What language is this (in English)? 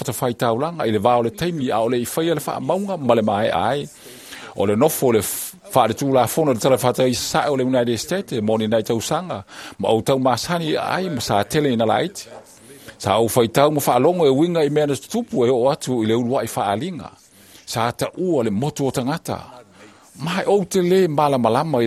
Samoan